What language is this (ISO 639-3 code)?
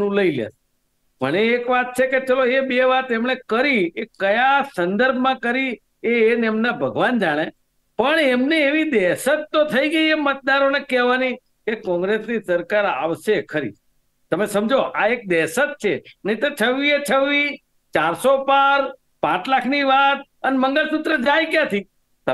guj